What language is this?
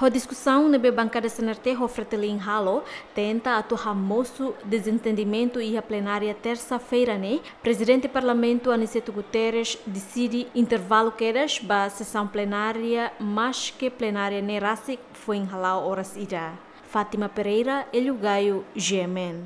Tetum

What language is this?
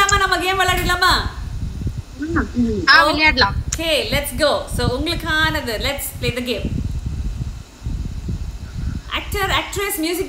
Tamil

